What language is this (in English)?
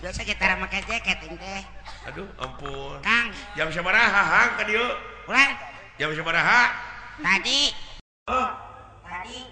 Sundanese